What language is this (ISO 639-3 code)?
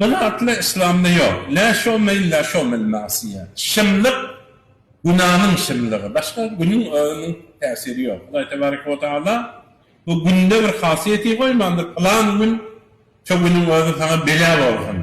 tuk